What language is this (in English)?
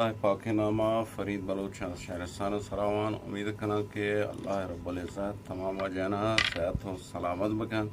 Eastern Balochi